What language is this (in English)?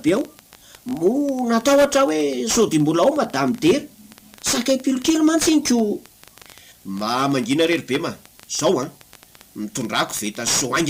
Malagasy